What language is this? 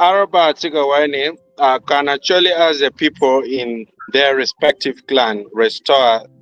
Acoli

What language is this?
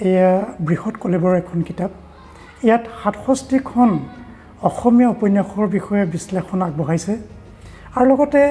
Assamese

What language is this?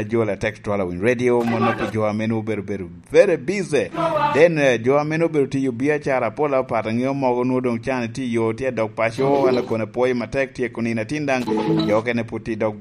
Lango (Uganda)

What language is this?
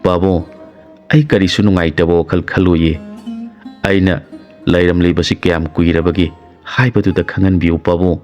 Manipuri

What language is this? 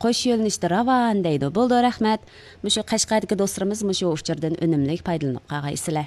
Uyghur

